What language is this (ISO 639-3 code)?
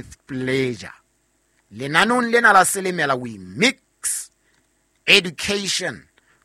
sot